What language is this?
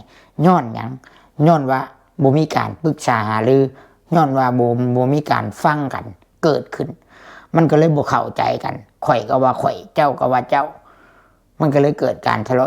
Lao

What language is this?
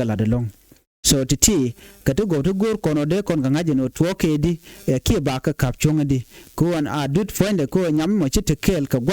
Nuer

